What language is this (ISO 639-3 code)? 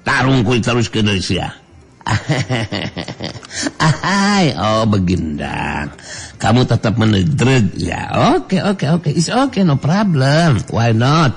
sun